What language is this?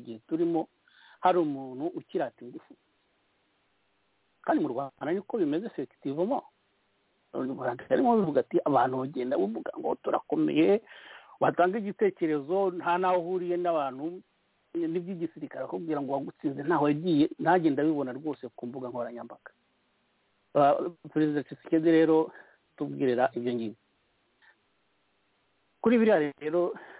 Kinyarwanda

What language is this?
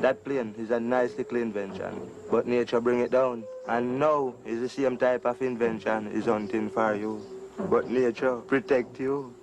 Jamaican Creole English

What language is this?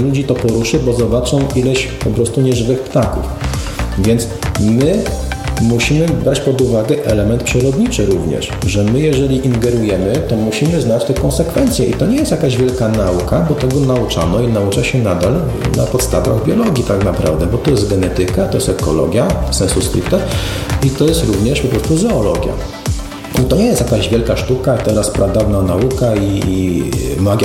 Polish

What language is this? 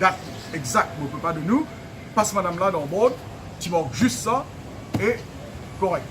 Morisyen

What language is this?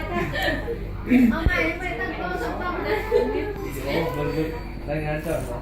Lao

